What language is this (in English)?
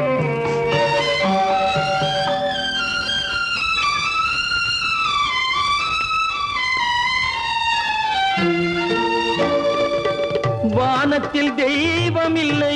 Tamil